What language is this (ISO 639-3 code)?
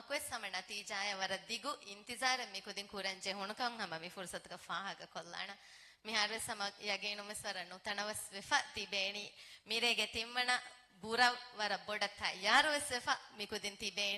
div